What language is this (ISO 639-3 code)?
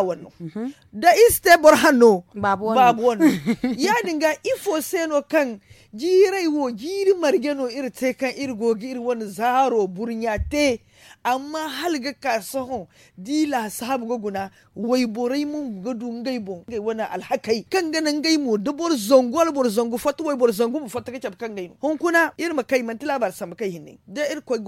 dje